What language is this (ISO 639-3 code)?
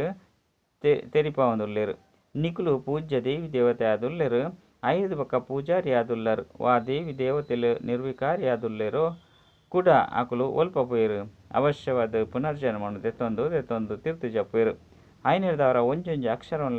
tcy